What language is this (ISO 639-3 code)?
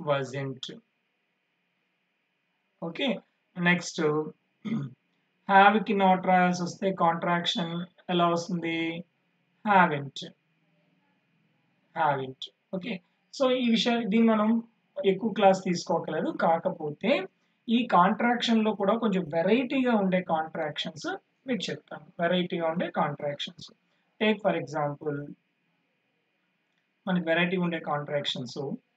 tel